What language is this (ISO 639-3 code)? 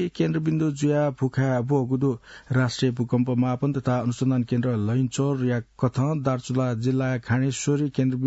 new